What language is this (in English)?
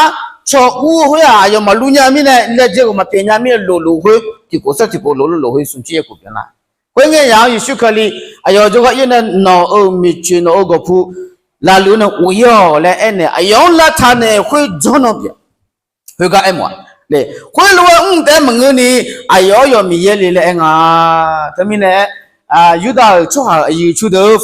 Akha